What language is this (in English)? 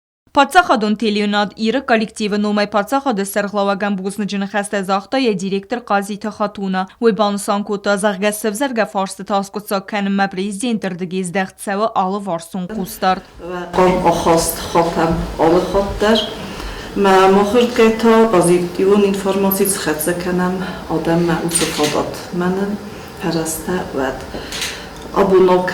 Ossetic